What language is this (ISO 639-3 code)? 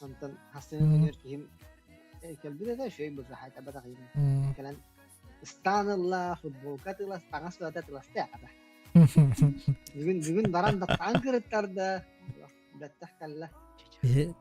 sah